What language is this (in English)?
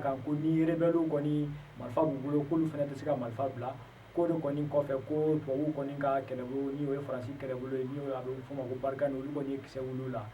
Bambara